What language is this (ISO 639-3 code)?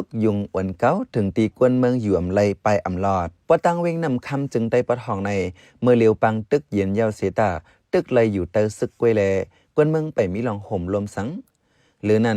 shn